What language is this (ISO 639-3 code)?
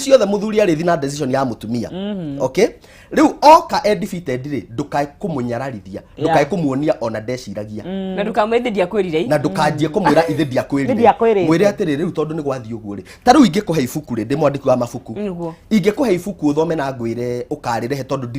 kik